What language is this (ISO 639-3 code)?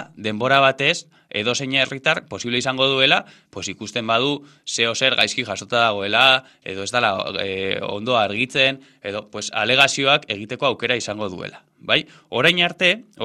eus